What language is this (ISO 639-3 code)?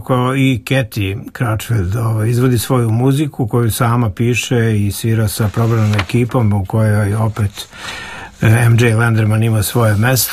srp